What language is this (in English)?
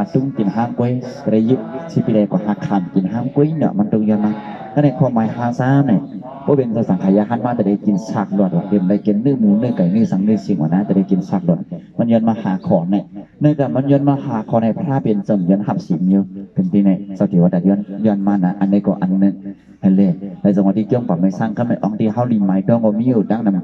Shan